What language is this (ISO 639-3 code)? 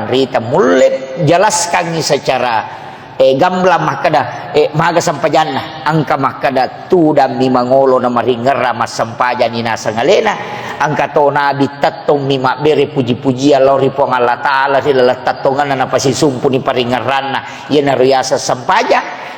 bug